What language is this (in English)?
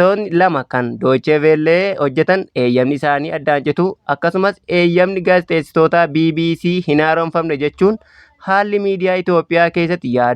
Oromo